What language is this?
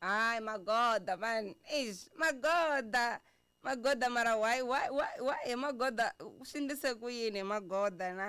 Tsonga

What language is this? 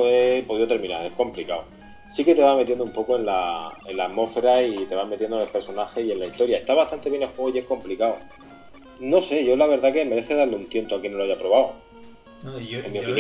Spanish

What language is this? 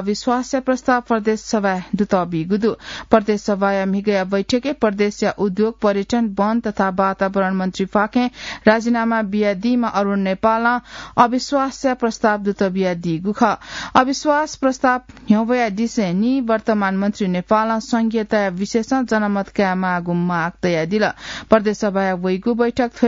Newari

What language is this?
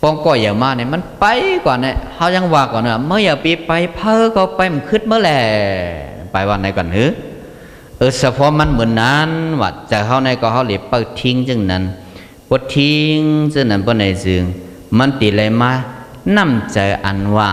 Shan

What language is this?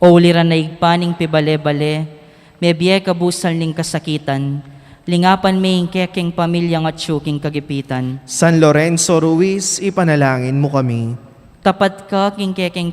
Pampanga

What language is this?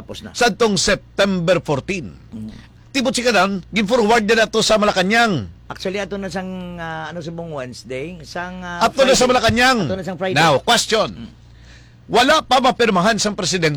Hiligaynon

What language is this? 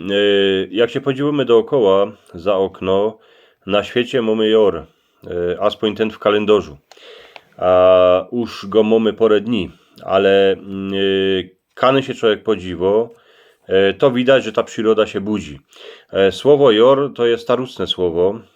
Silesian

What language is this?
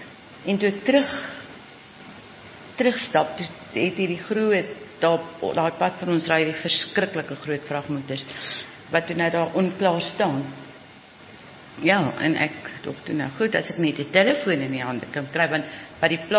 Afrikaans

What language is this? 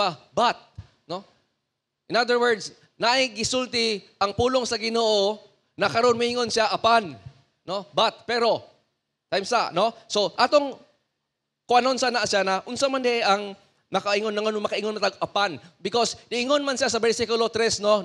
Cebuano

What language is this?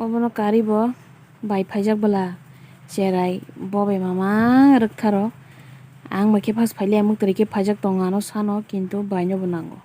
Kok Borok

